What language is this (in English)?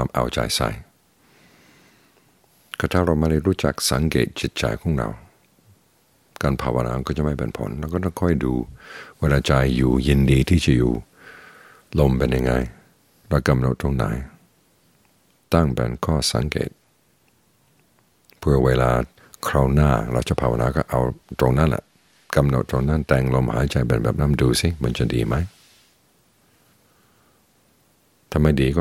Thai